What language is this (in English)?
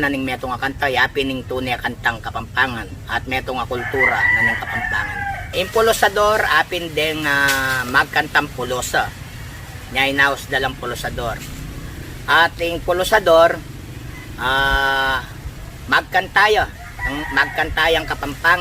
Pampanga